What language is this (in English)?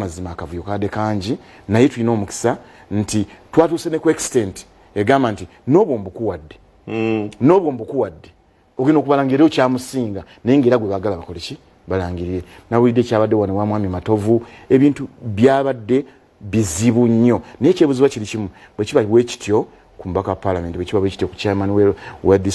Ganda